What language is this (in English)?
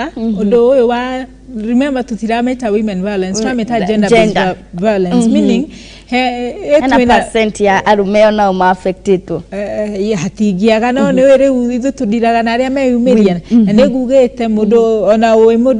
Kikuyu